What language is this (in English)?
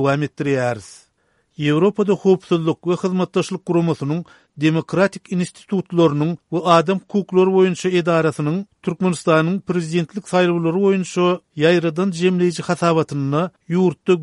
Turkmen